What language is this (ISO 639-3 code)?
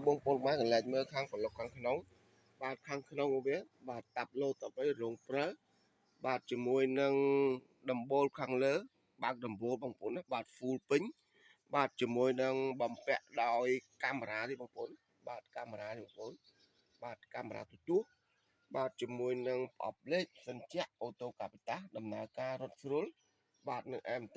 khm